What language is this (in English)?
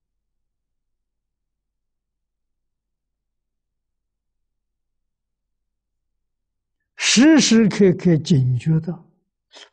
Chinese